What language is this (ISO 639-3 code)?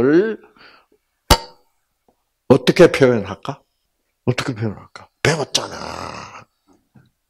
kor